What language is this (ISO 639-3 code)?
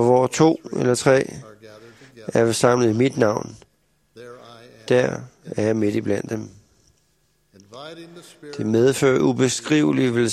dan